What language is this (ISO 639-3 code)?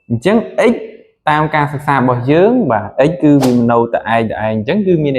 khm